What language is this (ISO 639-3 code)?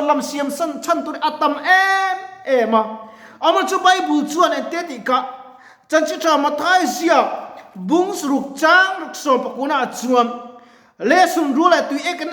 lus